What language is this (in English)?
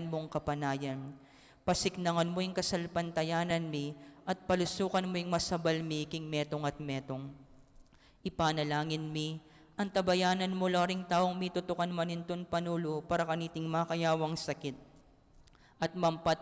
Pampanga